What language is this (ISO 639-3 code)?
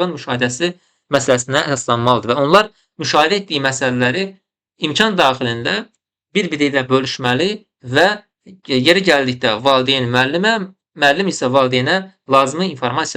aze